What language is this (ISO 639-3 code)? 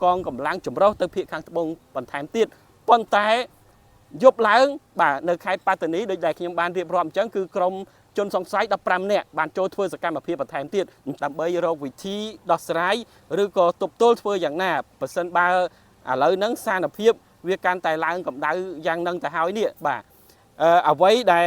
khm